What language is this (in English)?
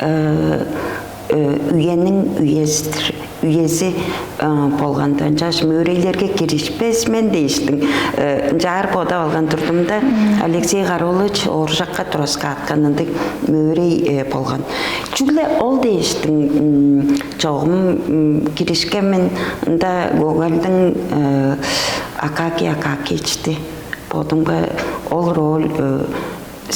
Tuvinian